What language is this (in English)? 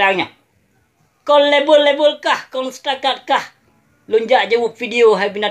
Achinese